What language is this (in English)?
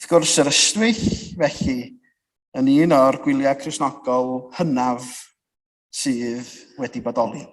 Welsh